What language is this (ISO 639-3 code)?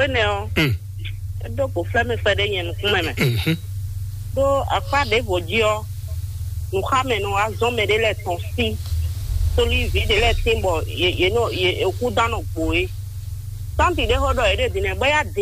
fon